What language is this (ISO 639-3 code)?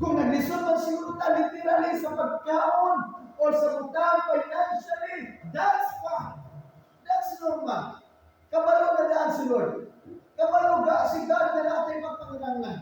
ceb